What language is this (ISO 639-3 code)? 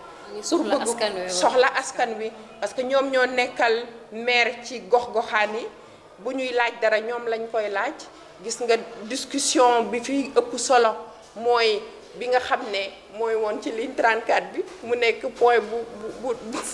wol